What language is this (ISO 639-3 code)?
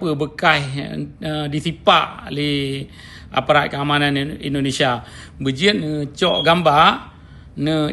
ace